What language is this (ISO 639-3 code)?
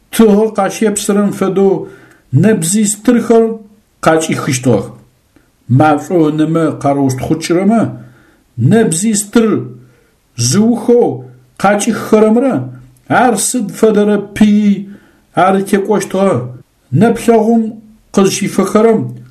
ady